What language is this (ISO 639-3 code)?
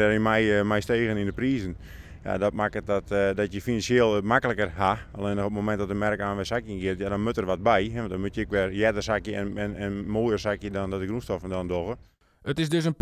fry